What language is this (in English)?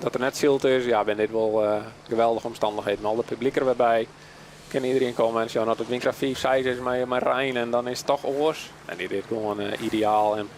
Western Frisian